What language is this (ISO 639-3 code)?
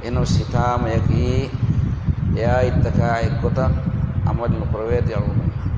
div